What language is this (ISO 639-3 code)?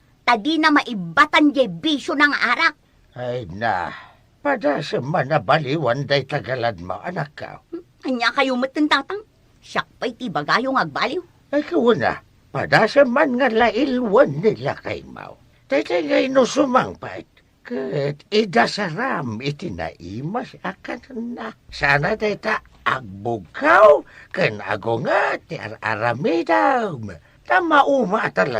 ilo